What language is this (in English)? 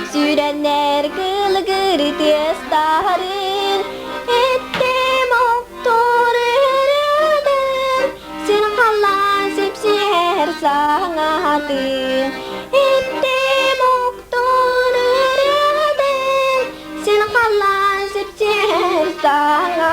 Yakut